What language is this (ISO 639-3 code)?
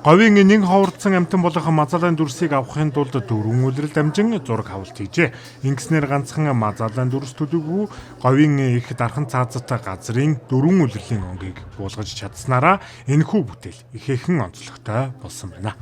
mon